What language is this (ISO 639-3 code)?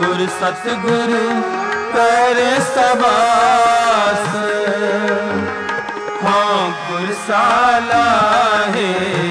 pan